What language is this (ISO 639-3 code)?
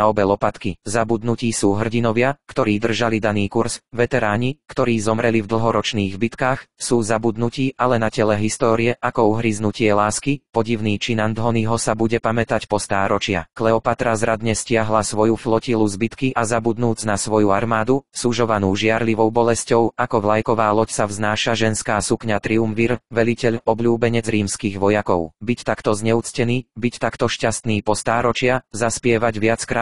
slk